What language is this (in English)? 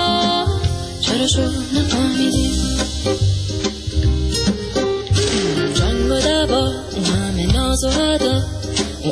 Persian